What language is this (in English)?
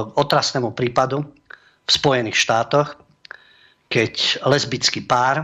Slovak